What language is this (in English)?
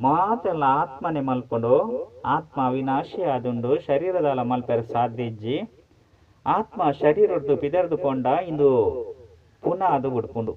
Tulu